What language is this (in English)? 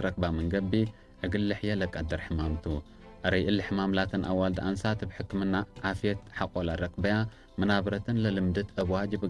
Tigre